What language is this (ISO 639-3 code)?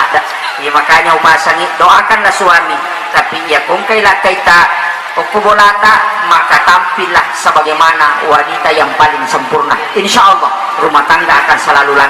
bug